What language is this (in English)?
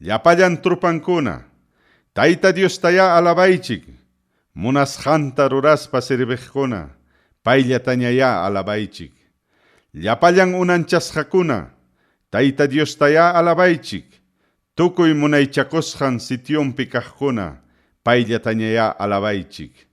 Ayacucho Quechua